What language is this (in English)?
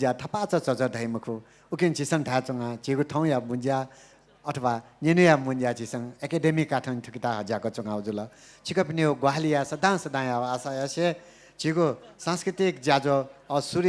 Newari